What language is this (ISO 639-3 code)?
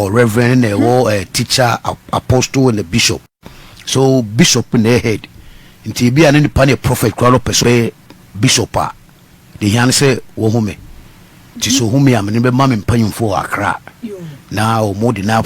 aka